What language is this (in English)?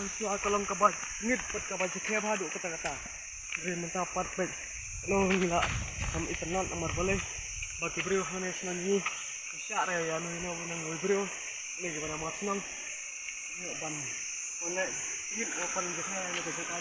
Khasi